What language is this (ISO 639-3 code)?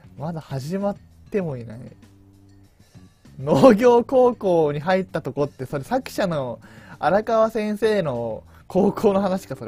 jpn